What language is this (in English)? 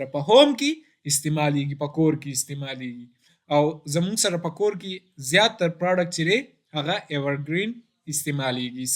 Pashto